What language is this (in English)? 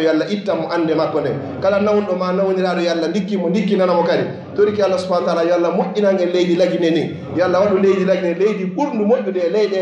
Fula